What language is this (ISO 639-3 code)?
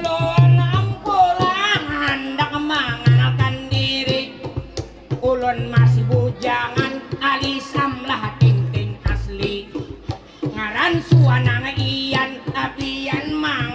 bjn